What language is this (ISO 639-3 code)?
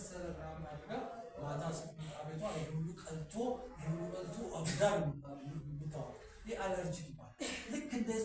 amh